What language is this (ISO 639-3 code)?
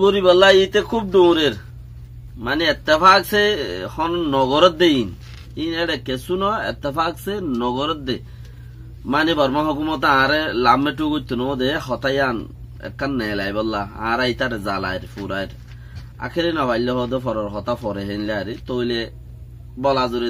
rhg